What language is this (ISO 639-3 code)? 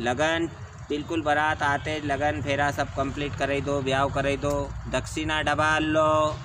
raj